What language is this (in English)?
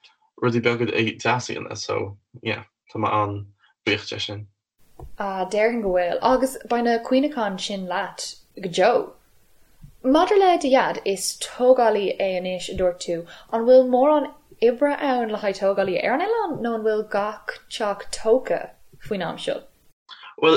Irish